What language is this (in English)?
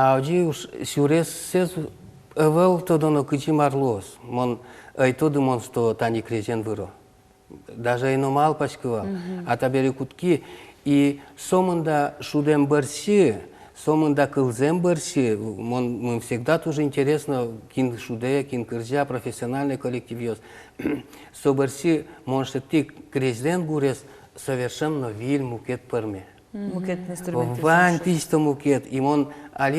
Udmurt